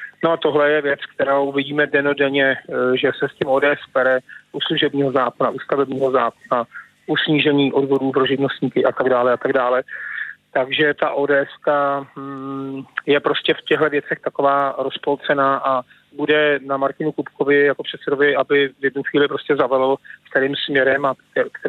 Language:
Czech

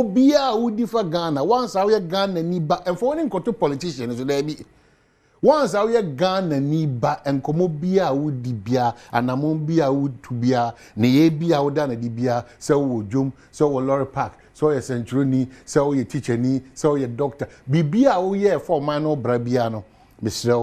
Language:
Akan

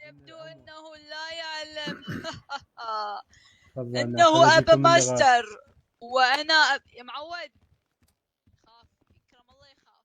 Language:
Mesopotamian Arabic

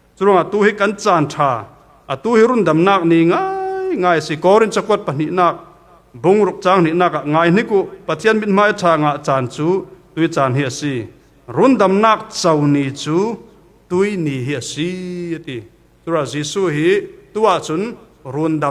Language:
Falam Chin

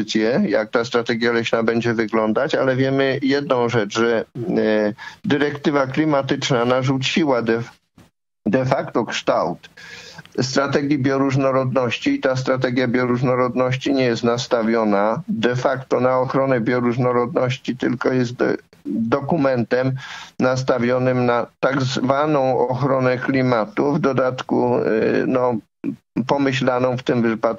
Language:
Polish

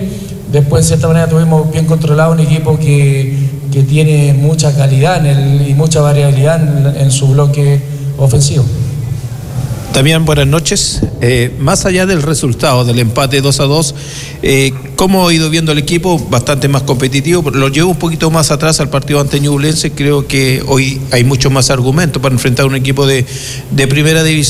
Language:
Spanish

